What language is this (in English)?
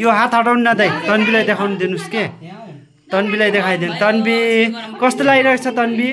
Nepali